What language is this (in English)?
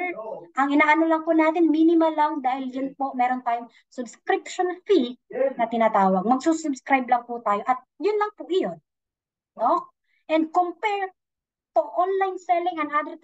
Filipino